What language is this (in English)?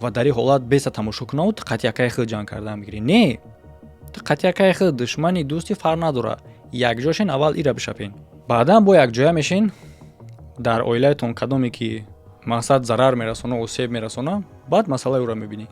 Tajik